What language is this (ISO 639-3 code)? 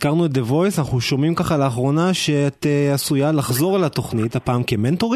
heb